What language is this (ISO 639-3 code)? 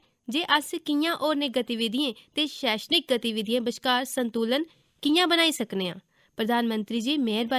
doi